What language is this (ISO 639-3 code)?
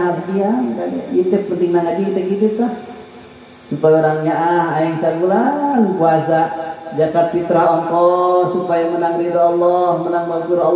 sun